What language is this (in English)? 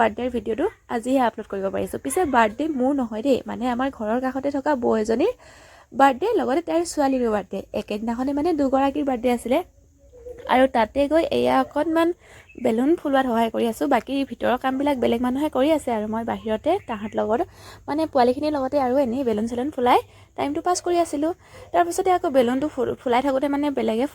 Assamese